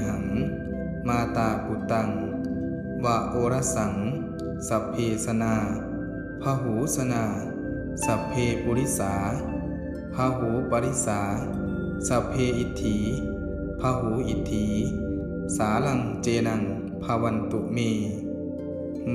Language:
Pali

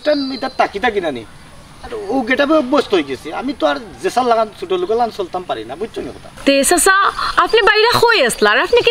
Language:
Sylheti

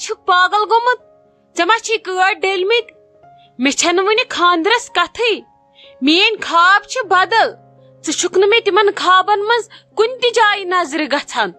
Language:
Kashmiri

